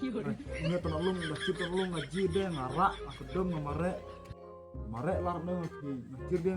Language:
Khasi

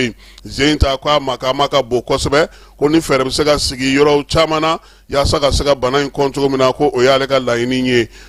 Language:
Bambara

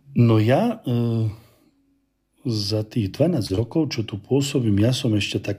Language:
Slovak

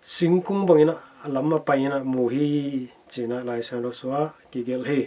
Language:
Tedim Chin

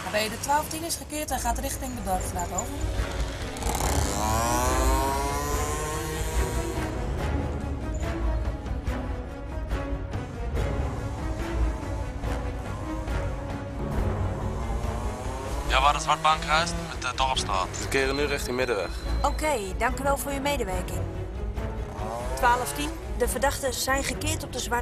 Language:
Dutch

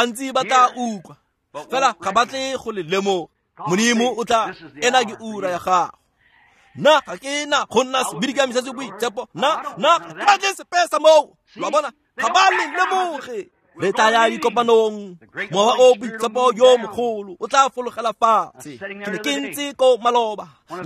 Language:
Tswana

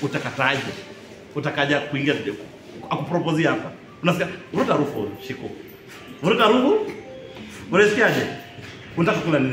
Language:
Swahili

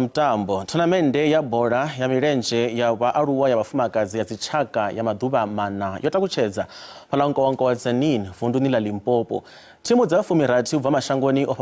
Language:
Venda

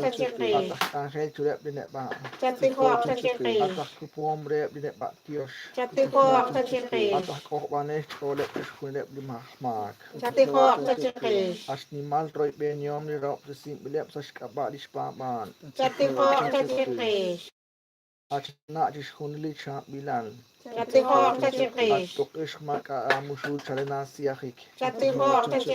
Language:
Kekchí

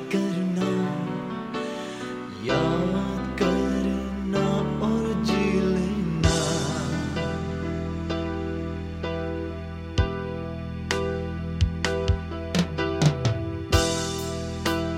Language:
Hindi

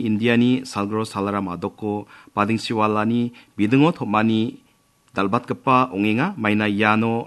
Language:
Garo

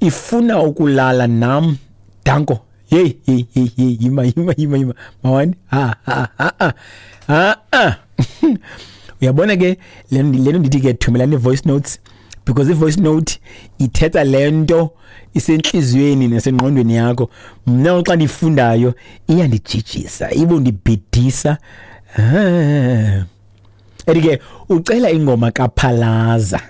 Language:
Xhosa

